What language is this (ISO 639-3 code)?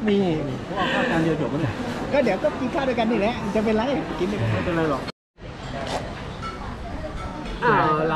tha